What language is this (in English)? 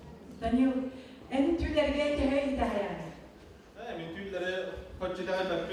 Yakut